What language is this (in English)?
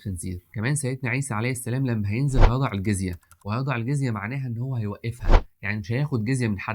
Egyptian Arabic